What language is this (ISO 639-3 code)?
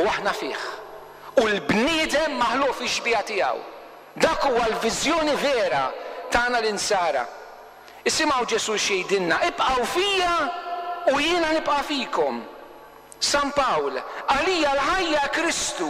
mlt